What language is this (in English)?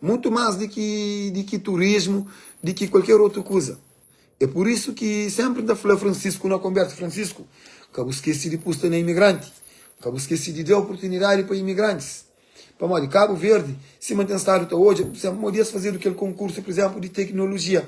Kabuverdianu